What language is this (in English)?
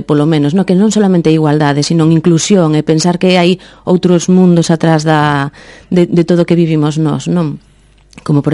Galician